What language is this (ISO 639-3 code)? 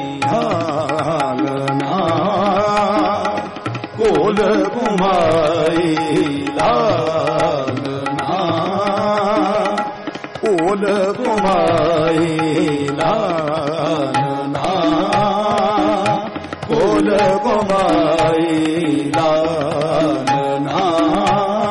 pan